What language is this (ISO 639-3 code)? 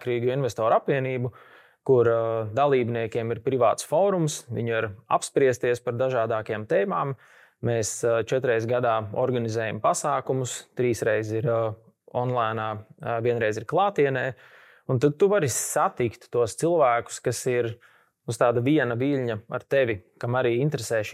lav